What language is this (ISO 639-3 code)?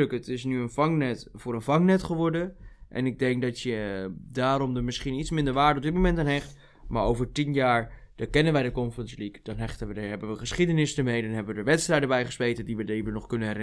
nld